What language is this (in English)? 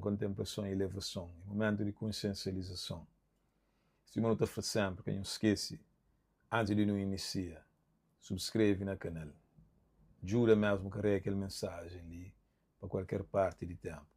Kabuverdianu